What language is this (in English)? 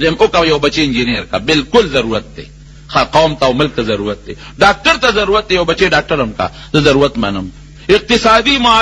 Pashto